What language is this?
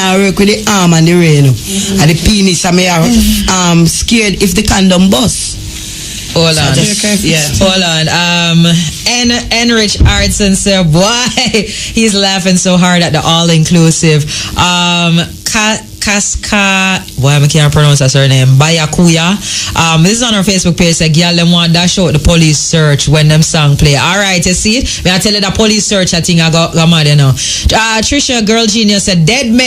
Jamaican Creole English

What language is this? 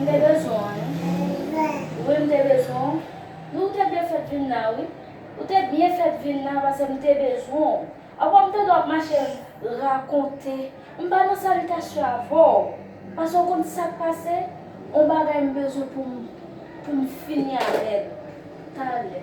Haitian Creole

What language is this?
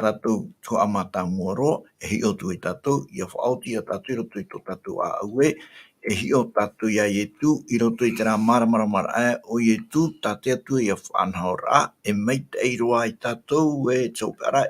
Tahitian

